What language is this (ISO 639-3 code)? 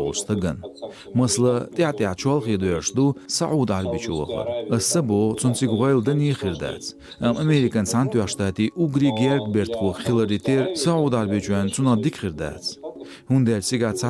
che